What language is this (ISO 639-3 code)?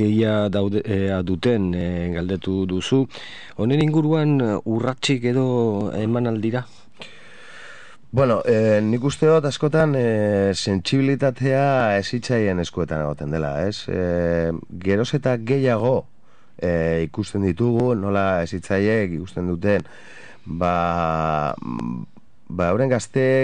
eus